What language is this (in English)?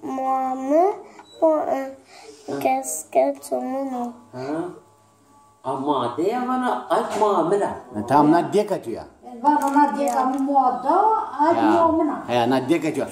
Zaza